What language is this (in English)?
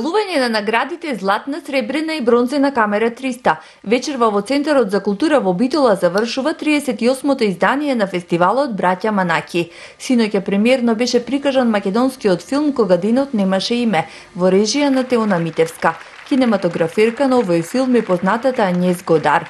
Macedonian